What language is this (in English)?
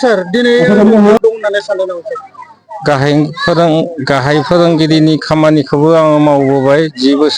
Bodo